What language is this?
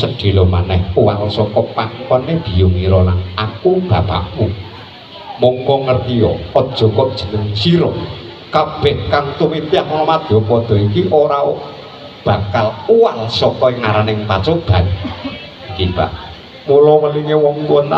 Javanese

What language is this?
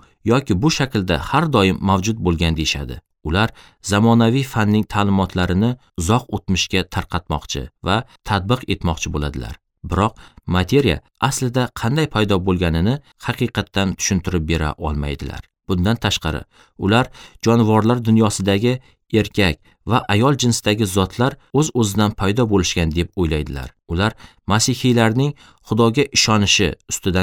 Uzbek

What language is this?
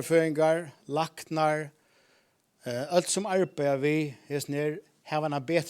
Faroese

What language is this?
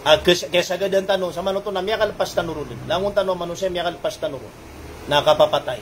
Maranao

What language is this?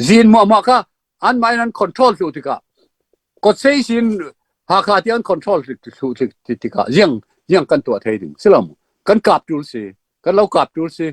Falam Chin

